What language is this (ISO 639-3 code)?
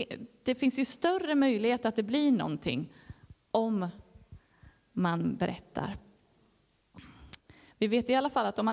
swe